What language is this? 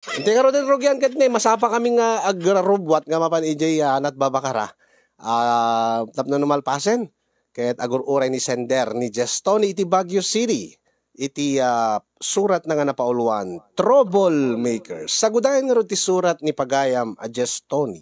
Iloko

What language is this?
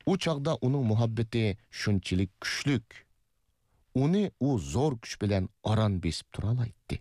Uyghur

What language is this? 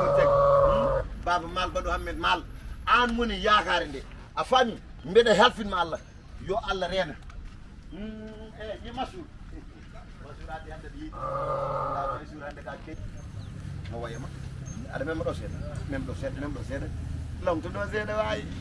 Fula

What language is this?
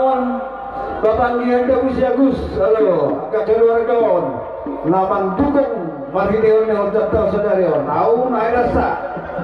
Batak Simalungun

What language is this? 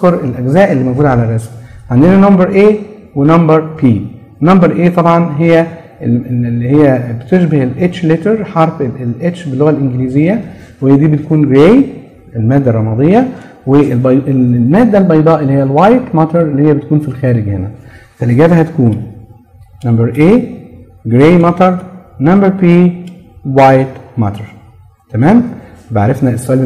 Egyptian Arabic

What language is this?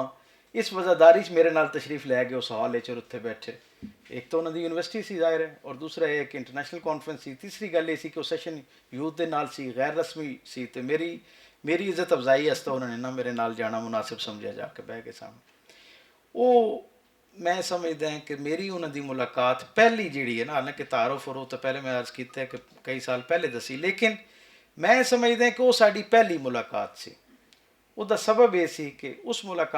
Western Panjabi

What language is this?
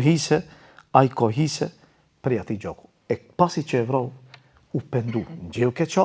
Albanian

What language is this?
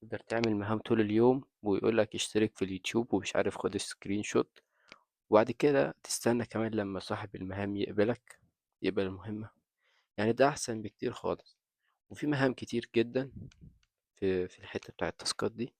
Egyptian Arabic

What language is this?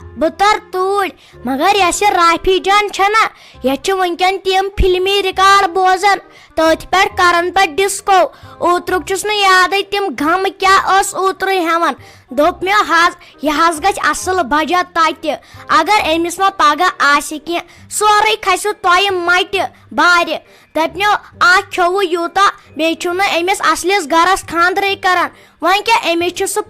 Kashmiri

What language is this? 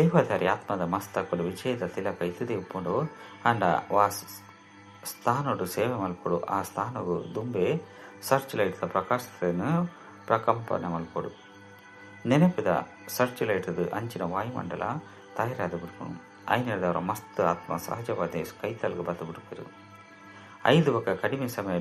Tulu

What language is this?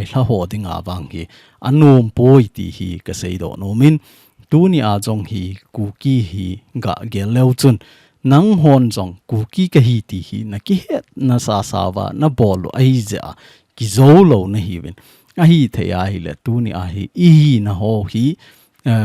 Thado Chin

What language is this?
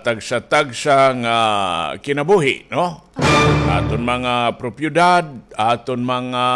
Waray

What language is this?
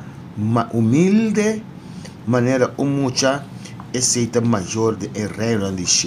Papiamento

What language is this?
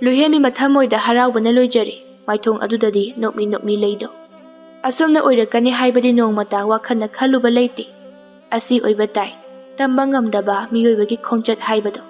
Manipuri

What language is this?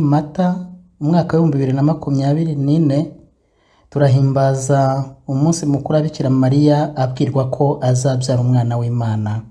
Kinyarwanda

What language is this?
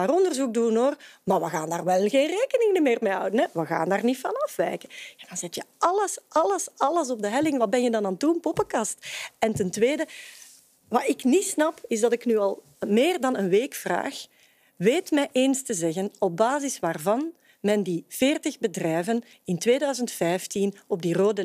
Dutch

